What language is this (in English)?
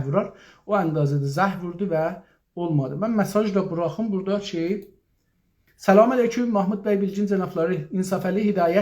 South Azerbaijani